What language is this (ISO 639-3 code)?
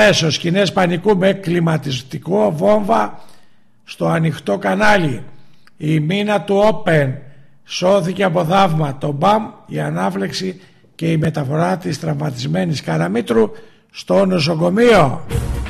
ell